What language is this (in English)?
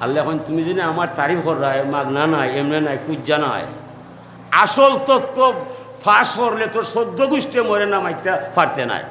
Sylheti